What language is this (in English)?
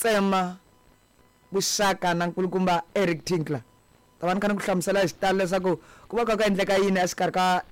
Tsonga